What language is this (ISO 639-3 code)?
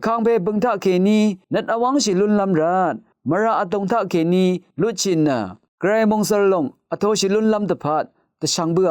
raw